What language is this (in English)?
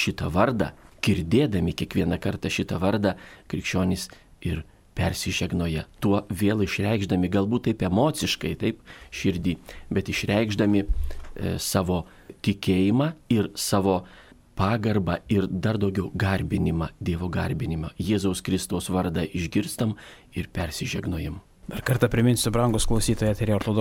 Lithuanian